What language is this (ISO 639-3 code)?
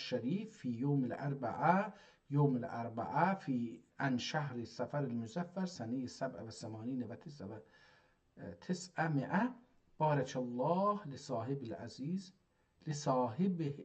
azb